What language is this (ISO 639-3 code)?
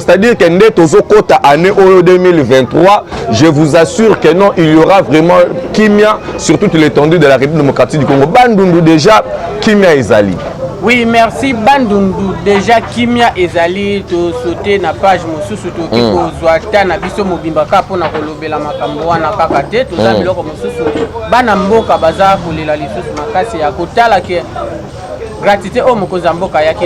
lin